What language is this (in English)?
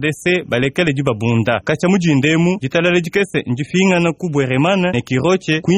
Luba-Lulua